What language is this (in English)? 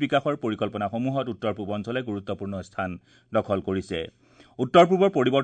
Assamese